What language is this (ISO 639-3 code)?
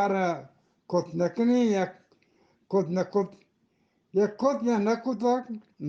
bgp